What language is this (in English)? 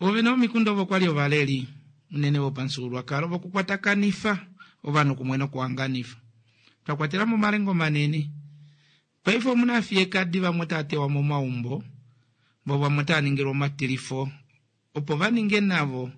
Kuanyama